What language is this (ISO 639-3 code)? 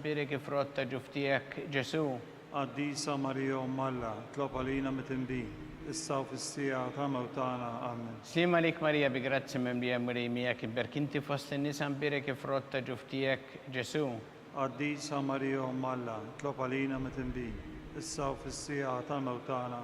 mlt